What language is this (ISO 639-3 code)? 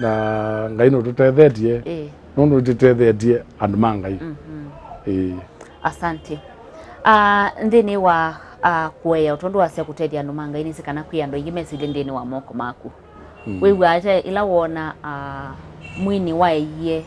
kam